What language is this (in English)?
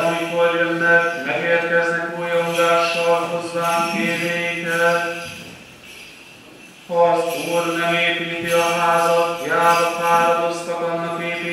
Hungarian